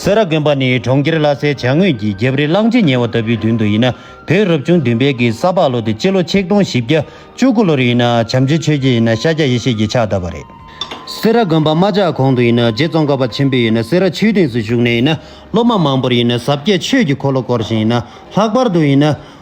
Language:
Tibetan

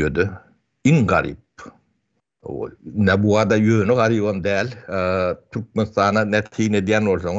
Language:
Turkmen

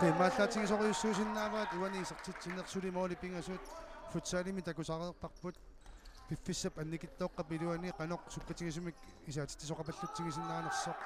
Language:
Kalaallisut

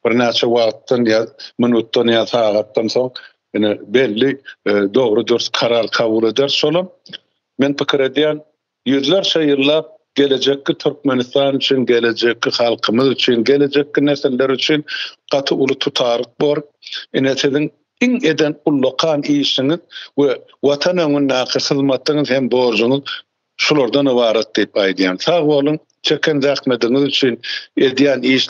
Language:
Turkmen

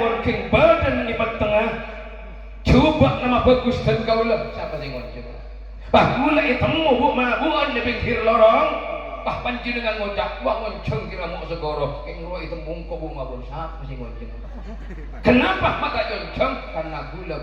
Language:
Madurese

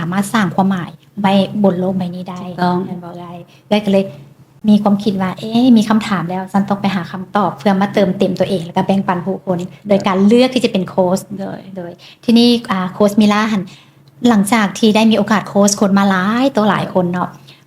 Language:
Lao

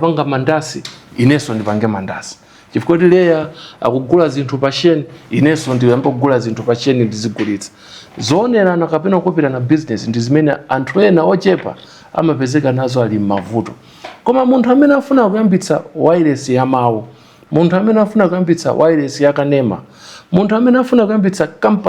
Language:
Nyanja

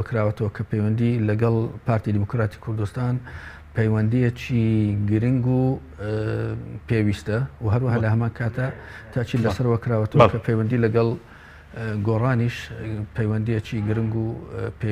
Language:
Central Kurdish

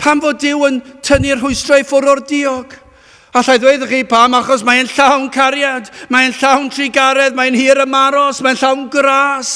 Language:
Welsh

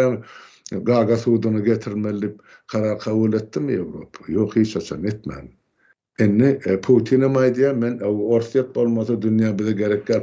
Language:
Turkmen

